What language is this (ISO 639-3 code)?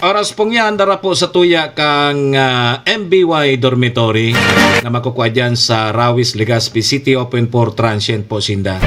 bik